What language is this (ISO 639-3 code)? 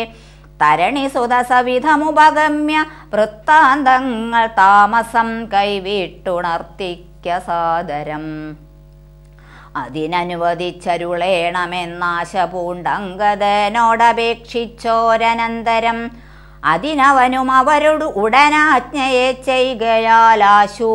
mal